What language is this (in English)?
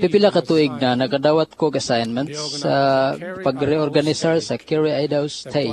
Cebuano